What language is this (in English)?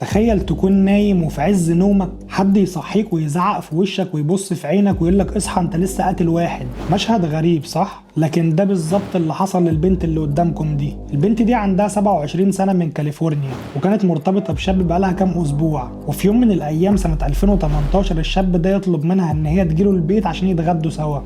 Egyptian Arabic